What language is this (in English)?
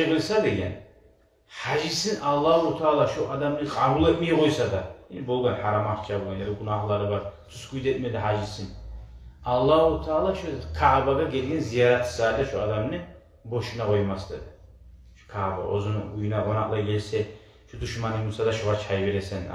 Kumyk